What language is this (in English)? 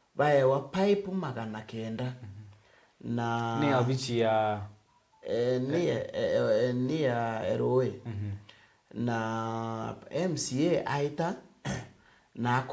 Meru